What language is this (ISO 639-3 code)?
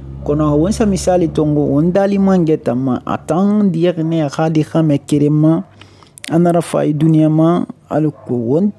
sus